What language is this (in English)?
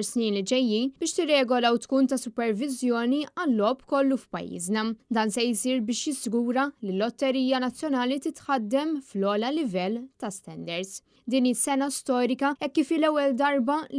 Maltese